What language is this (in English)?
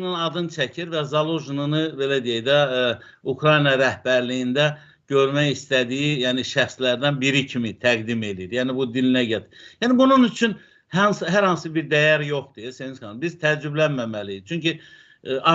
Azerbaijani